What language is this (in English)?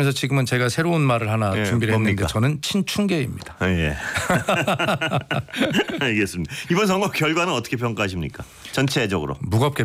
Korean